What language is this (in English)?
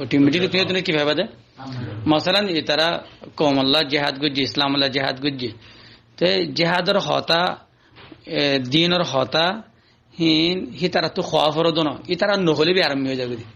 Rohingya